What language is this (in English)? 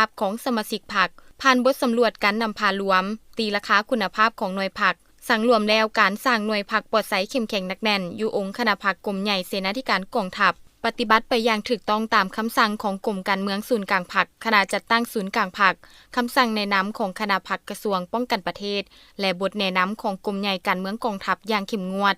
Lao